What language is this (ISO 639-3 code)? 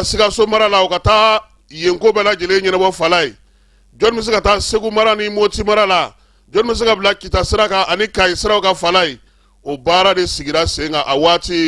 bam